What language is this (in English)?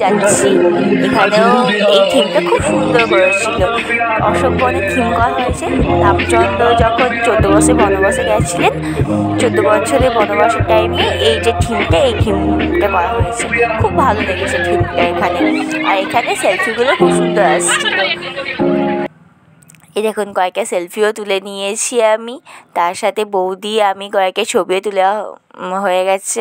Bangla